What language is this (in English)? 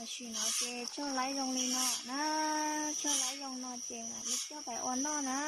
Hmong